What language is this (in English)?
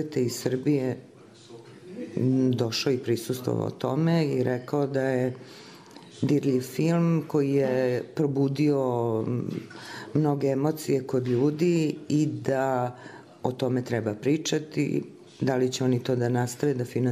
Serbian